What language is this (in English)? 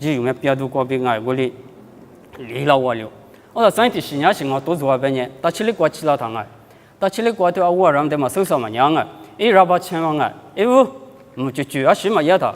Lisu